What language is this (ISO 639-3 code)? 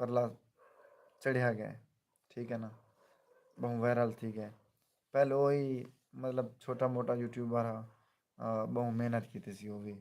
skr